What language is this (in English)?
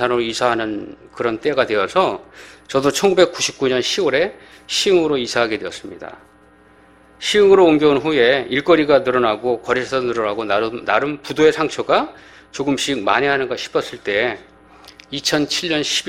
Korean